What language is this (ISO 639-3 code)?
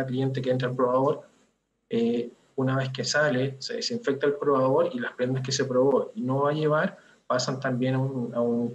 spa